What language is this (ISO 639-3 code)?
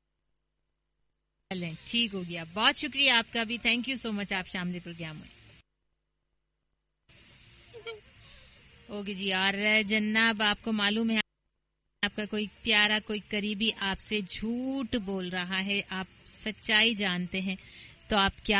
urd